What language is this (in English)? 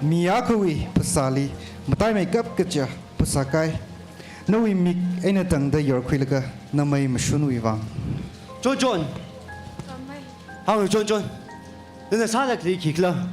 Tangkhul Naga (India)